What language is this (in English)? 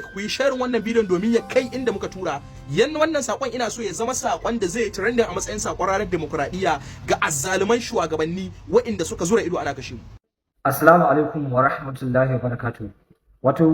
Hausa